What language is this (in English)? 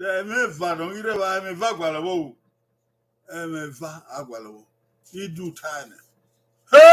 Bini